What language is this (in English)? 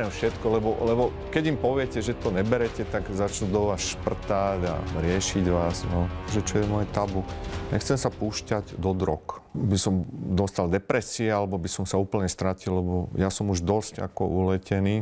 Slovak